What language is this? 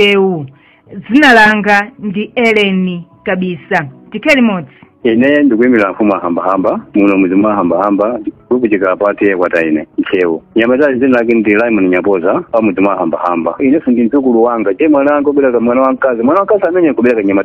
Nyanja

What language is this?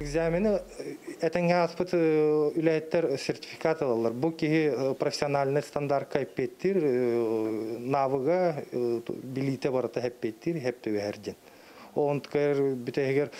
Yakut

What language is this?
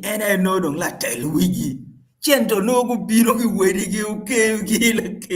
Acoli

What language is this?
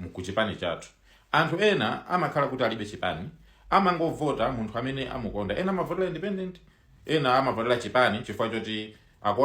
Nyanja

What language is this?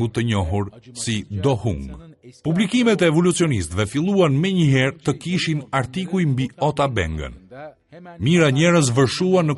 Albanian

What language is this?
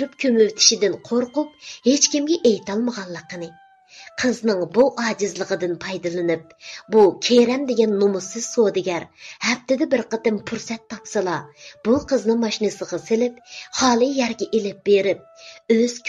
Uyghur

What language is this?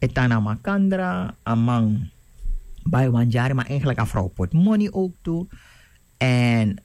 Sranan Tongo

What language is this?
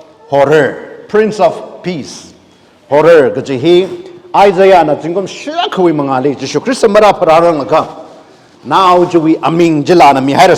Tangkhul Naga (India)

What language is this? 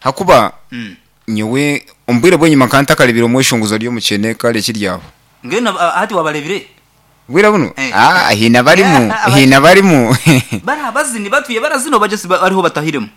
Nyankole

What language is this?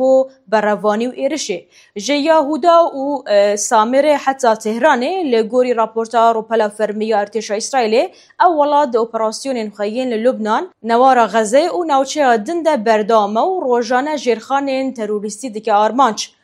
Kurdish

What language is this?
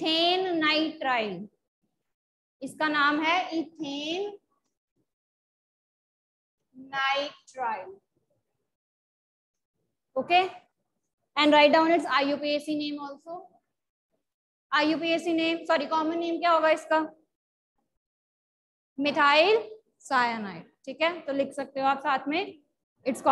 Hindi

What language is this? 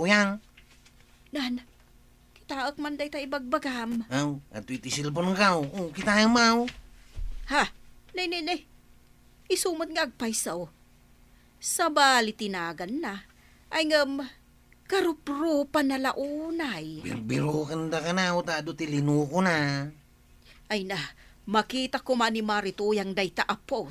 Iloko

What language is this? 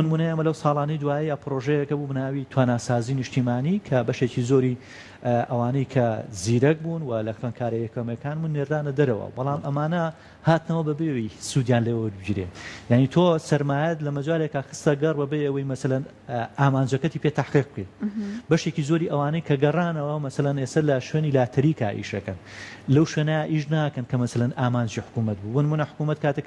Central Kurdish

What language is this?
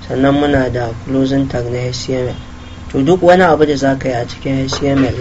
Hausa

